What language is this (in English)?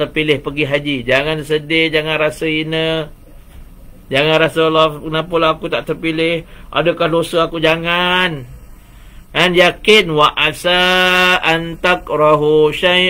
Malay